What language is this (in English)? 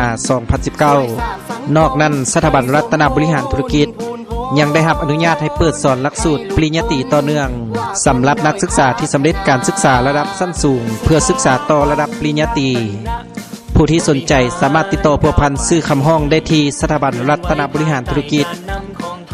Lao